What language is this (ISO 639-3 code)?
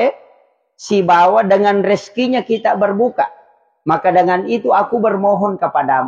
bug